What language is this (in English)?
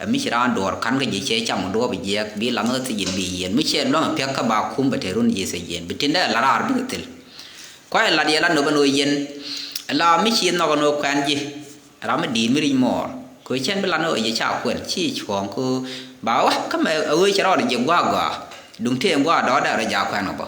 Nuer